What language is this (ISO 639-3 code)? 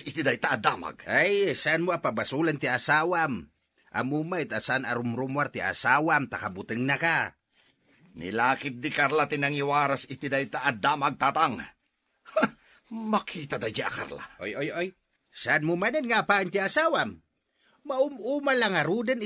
ilo